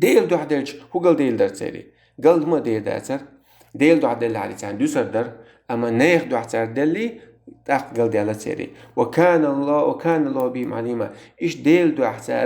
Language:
Chechen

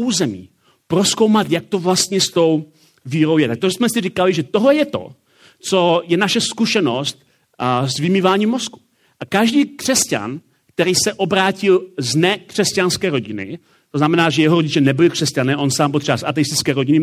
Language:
Czech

